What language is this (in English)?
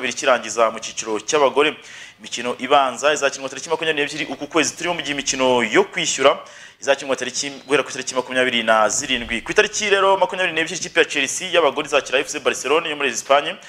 Kinyarwanda